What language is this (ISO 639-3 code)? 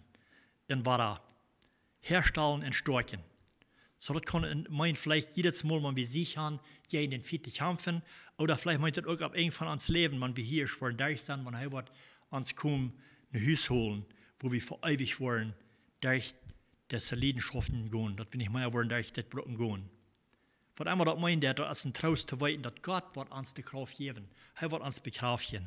pdt